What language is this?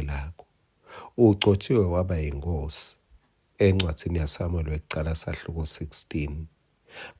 Swati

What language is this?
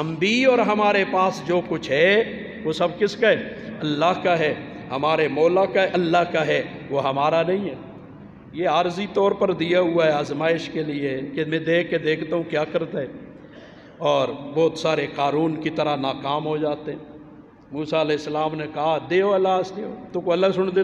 Urdu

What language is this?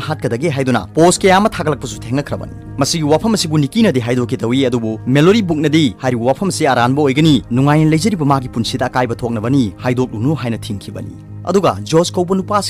Manipuri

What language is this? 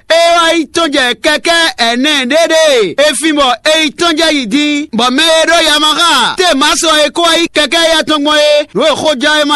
Fon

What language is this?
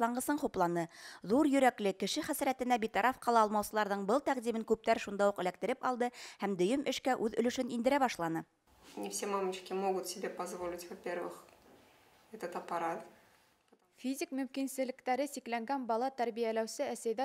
Bashkir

